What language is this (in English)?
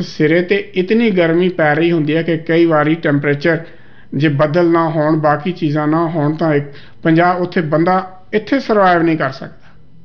Punjabi